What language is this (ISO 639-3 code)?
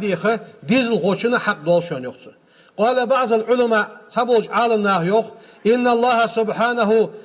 inh